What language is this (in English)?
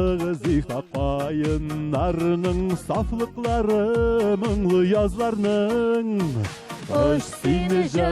Tatar